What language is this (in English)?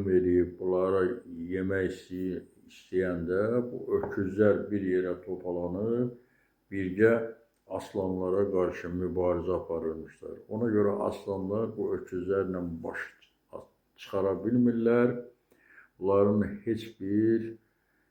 Azerbaijani